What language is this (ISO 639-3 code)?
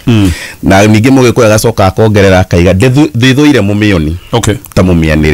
kik